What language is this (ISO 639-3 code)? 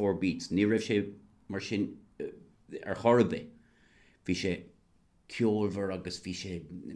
gle